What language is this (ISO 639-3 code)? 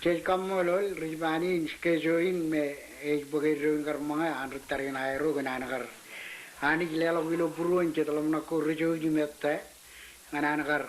mah